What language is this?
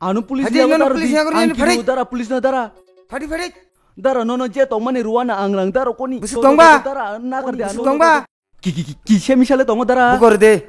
Kok Borok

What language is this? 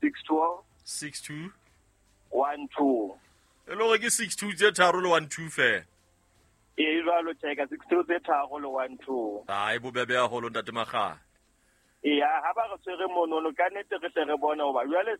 Southern Sotho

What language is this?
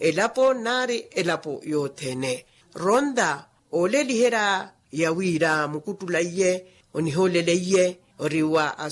Makhuwa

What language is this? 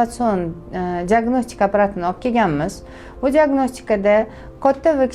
Uzbek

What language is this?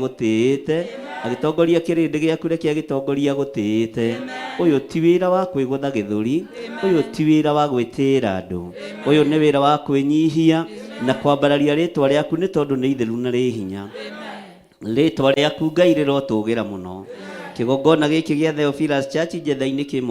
Kikuyu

